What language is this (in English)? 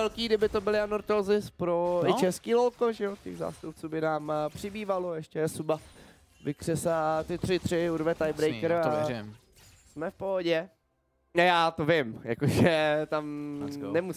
Czech